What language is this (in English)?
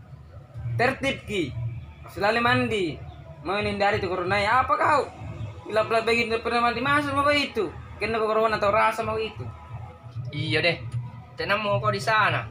Makassar Malay